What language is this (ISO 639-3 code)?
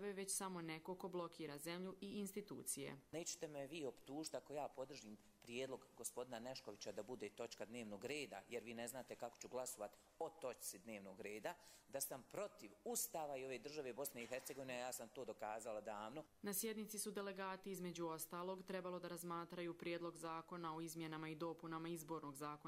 bos